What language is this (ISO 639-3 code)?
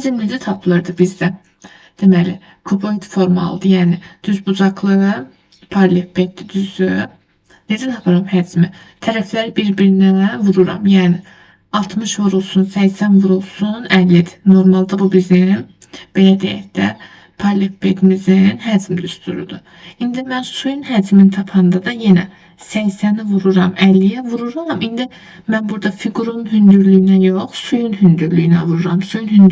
aze